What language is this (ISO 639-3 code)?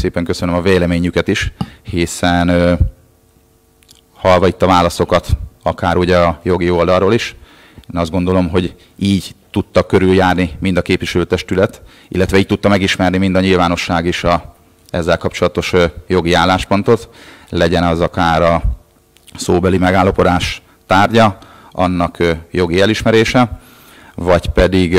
hun